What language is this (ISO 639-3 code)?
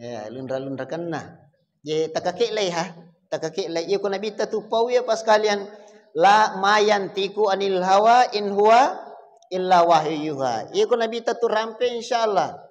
bug